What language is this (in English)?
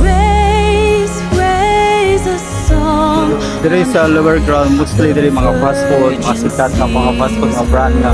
Cebuano